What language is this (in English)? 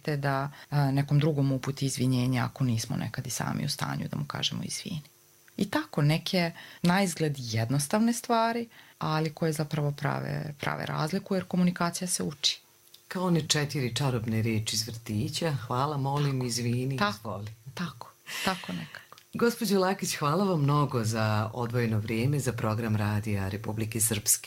Serbian